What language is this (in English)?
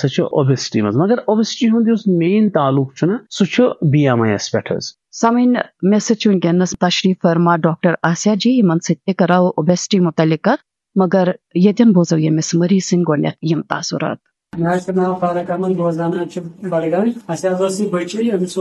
Kashmiri